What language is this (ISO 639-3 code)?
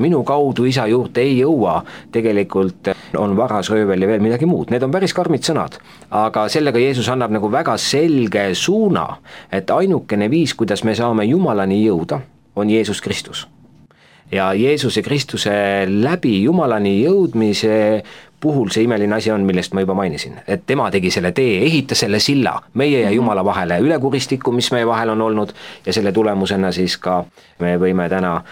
est